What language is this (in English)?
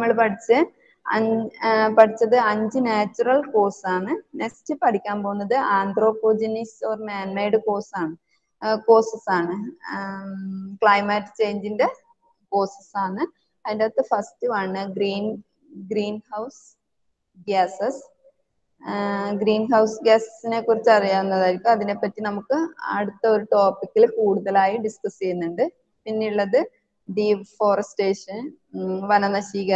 Malayalam